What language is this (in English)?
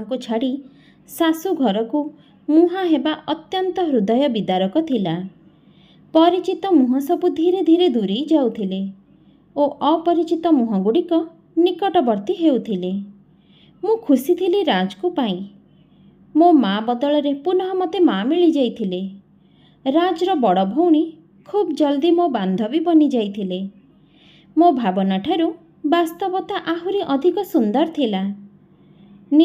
Odia